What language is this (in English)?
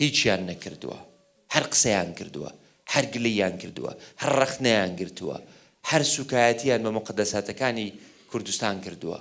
Central Kurdish